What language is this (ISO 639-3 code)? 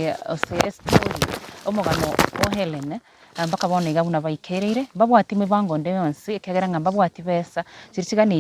guz